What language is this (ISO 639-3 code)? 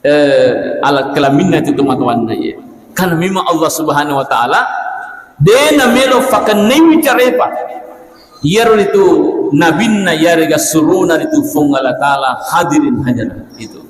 bug